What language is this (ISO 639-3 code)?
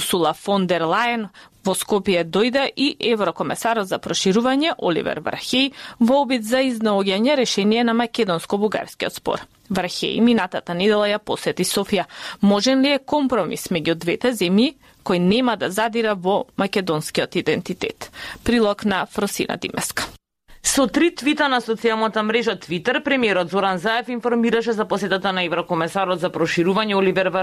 mkd